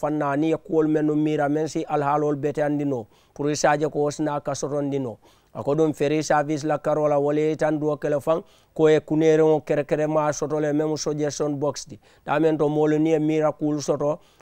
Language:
Mandingo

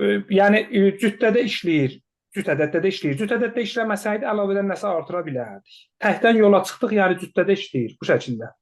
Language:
Azerbaijani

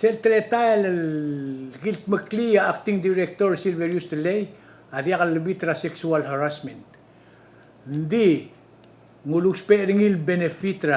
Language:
Palauan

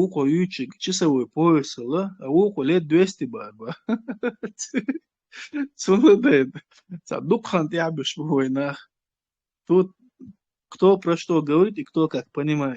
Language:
Chechen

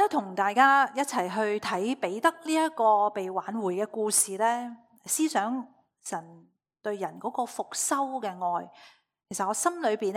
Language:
Cantonese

